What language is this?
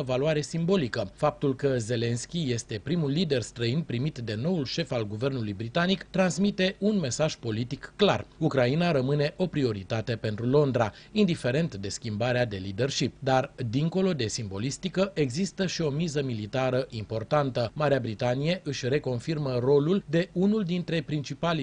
Romanian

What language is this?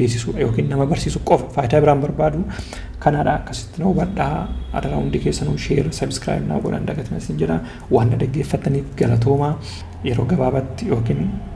Oromo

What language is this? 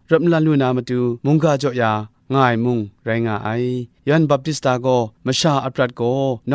Kachin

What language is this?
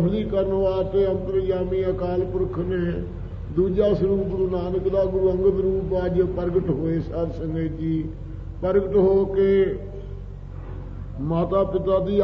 Punjabi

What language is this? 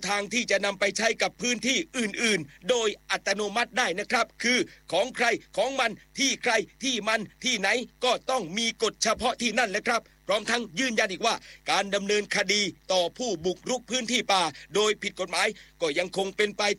Thai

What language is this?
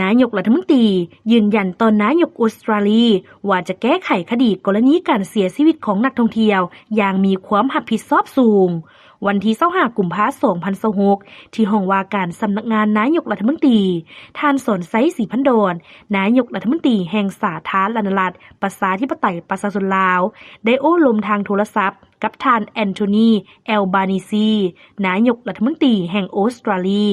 Lao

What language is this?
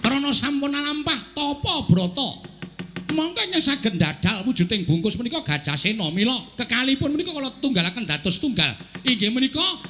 Javanese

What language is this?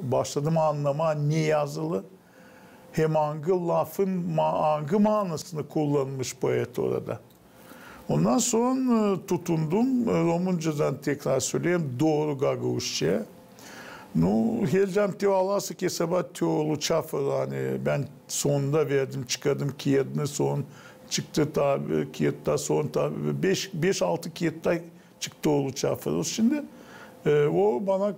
Gagauz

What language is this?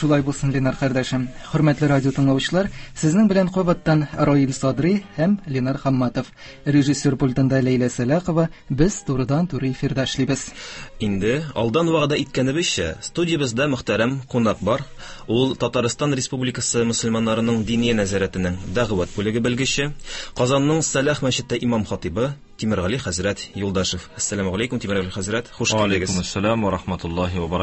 Tatar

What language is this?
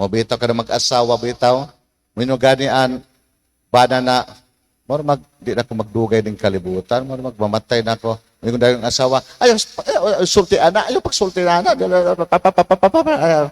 Cebuano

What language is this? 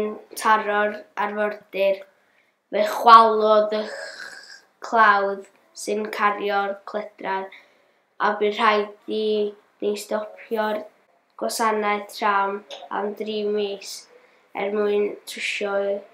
Welsh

